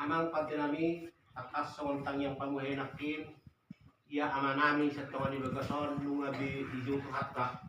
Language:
Batak Toba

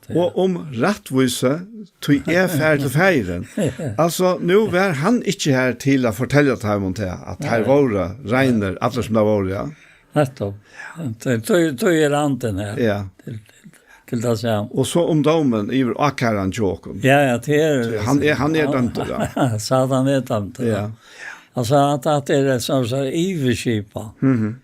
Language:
Faroese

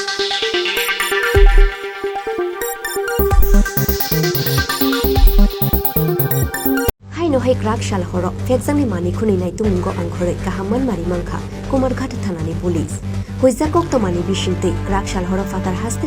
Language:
Kok Borok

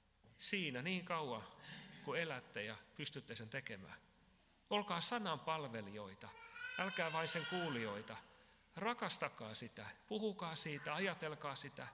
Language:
Finnish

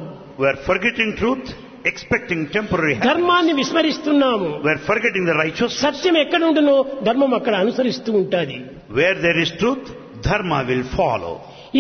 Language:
Telugu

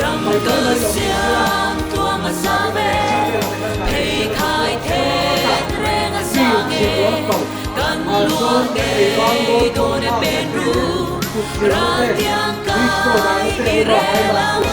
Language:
Mizo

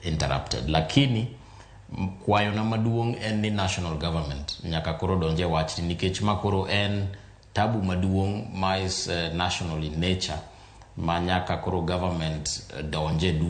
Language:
Luo (Kenya and Tanzania)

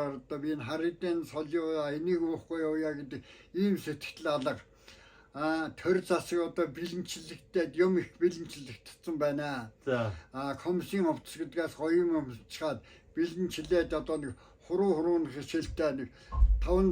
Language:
Mongolian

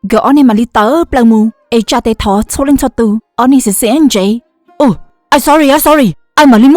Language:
Hmong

